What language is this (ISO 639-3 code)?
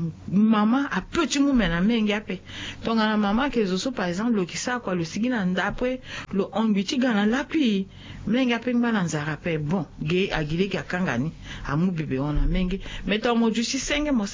sag